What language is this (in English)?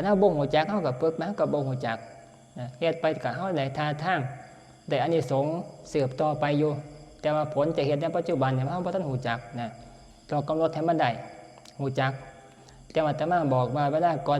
Northeastern Thai